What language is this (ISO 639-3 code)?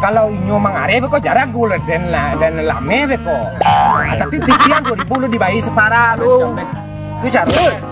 min